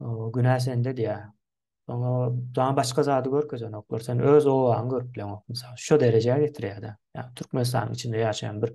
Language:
Turkmen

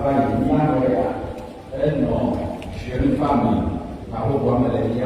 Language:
Ewe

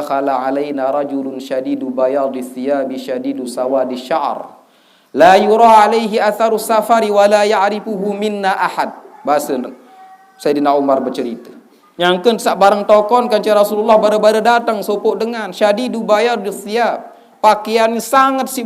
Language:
Sasak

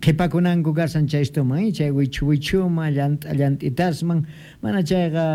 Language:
Quechua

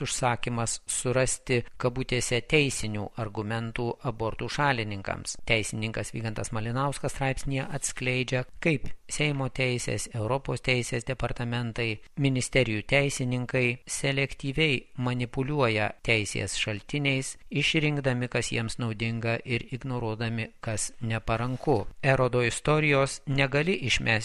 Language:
Lithuanian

